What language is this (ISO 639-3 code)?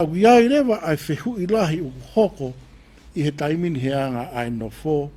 ton